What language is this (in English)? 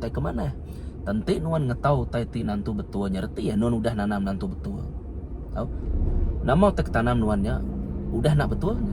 Iban